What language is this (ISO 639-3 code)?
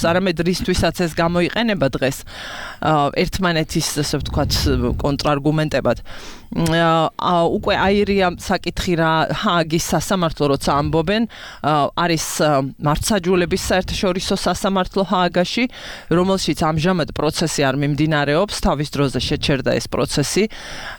kat